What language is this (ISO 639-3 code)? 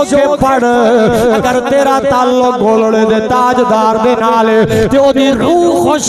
skr